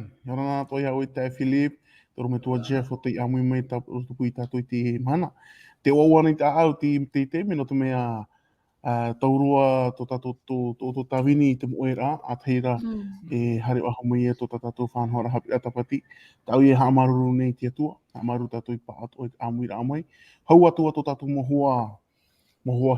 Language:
Tahitian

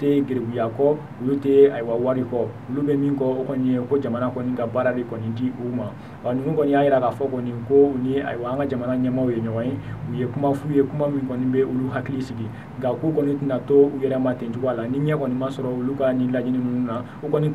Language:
Bambara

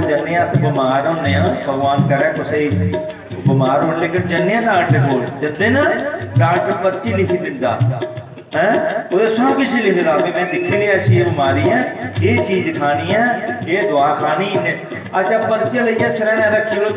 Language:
Dogri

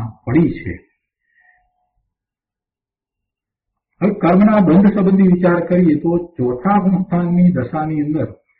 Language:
Gujarati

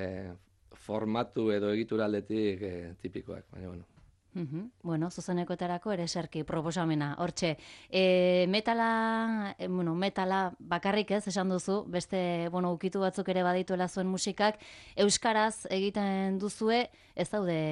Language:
Basque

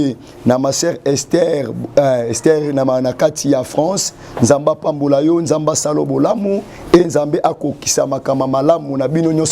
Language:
Lingala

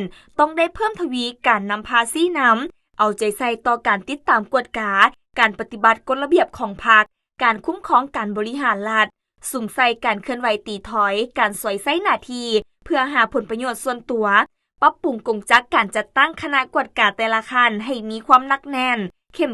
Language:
Lao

